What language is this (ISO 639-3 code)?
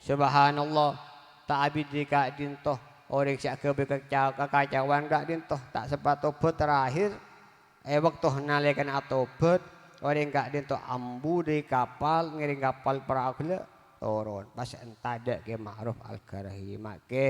mad